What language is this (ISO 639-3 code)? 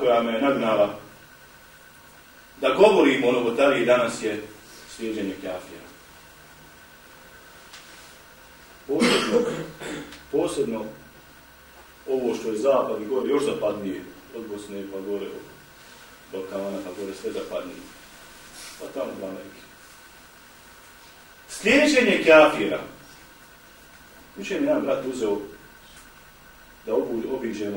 bos